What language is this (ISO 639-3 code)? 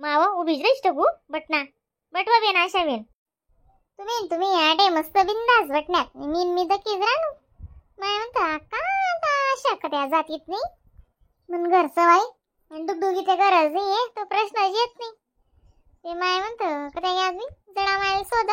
khn